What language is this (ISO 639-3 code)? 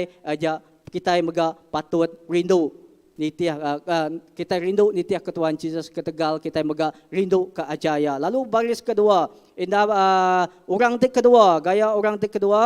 iba